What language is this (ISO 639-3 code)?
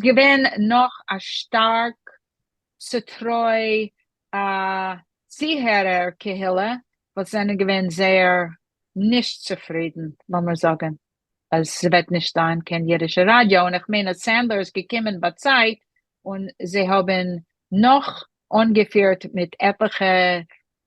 yid